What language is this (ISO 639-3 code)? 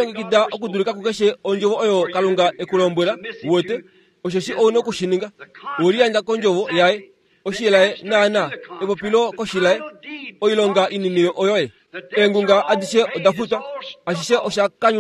kua